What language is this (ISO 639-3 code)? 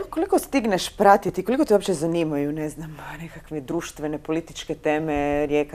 hrv